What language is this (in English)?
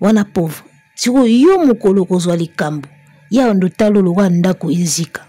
Lingala